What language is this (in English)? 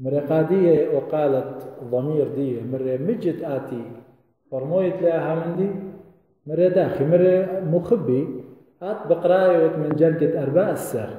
Assyrian Neo-Aramaic